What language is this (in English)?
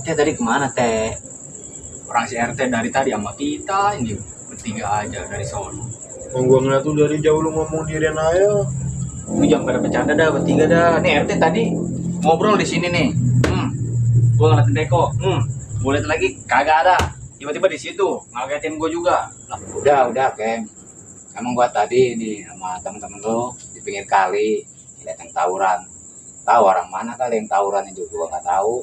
Betawi